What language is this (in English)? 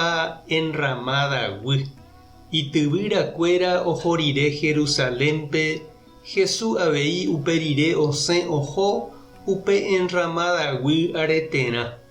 Guarani